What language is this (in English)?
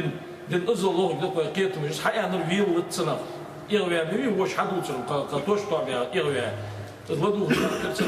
Ingush